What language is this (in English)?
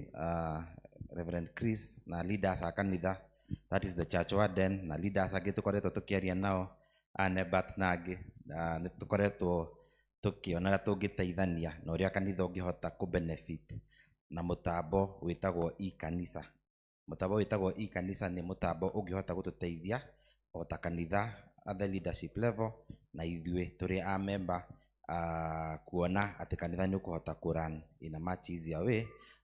Kikuyu